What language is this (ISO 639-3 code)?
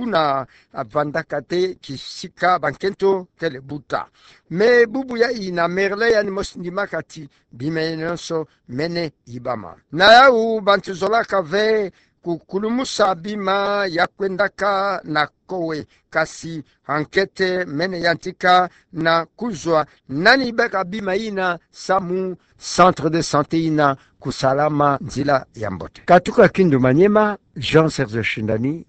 ktu